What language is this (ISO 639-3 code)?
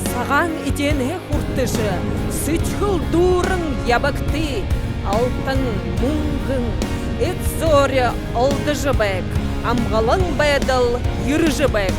bua